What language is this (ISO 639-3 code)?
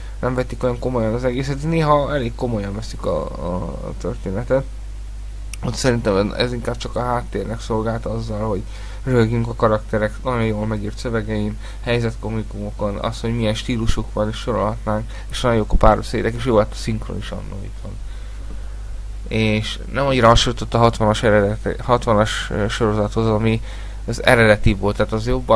hun